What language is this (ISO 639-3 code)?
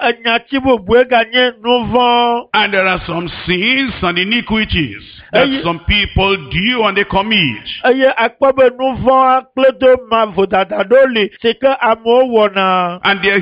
ewe